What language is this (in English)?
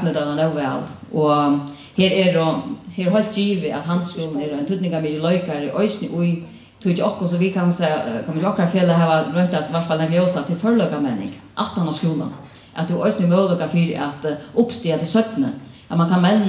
Faroese